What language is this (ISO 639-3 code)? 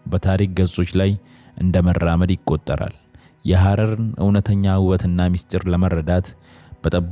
amh